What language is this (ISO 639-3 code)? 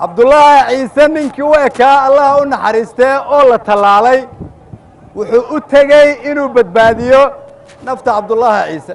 som